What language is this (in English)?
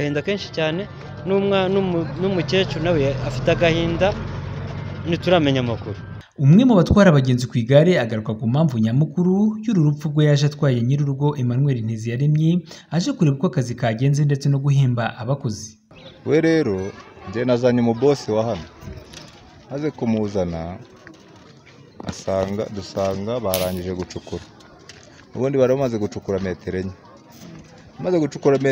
Kinyarwanda